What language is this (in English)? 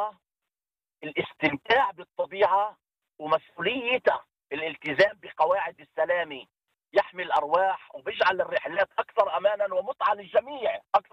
North Levantine Arabic